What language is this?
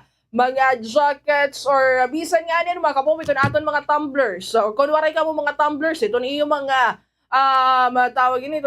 Waray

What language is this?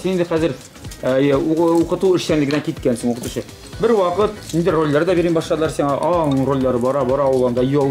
Kazakh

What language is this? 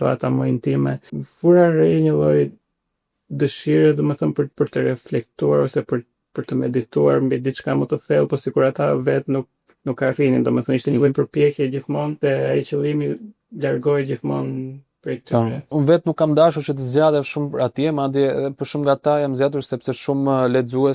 Albanian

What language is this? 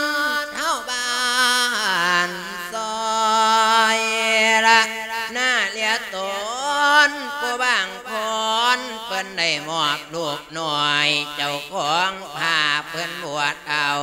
Lao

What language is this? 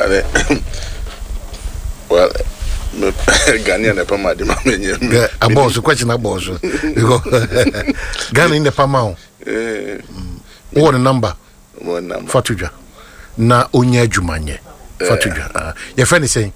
Akan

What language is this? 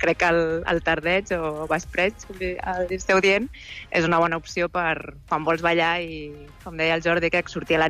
Catalan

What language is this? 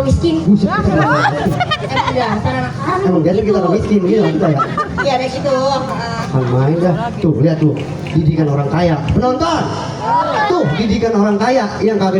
Betawi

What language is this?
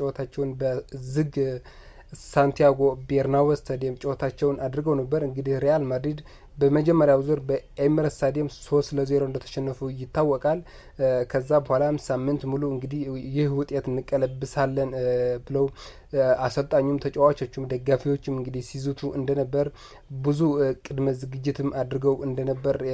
Amharic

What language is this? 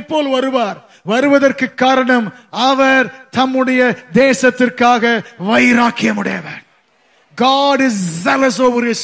Tamil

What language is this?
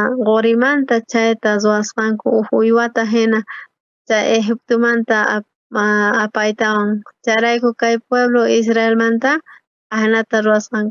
South Bolivian Quechua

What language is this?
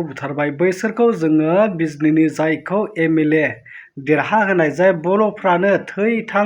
Bodo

